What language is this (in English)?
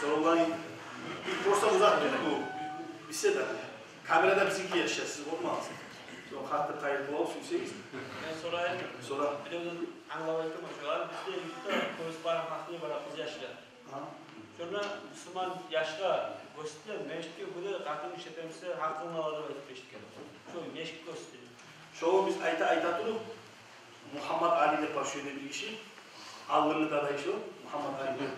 Kumyk